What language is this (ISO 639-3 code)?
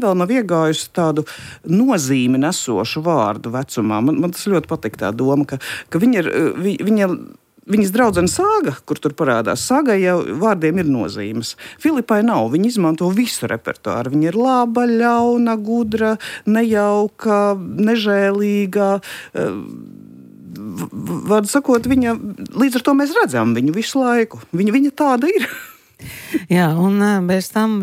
lav